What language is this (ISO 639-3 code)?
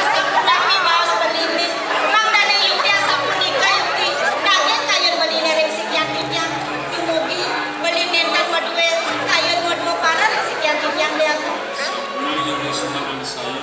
ban